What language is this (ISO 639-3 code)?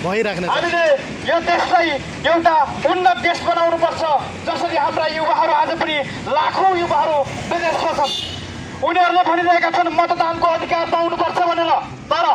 nep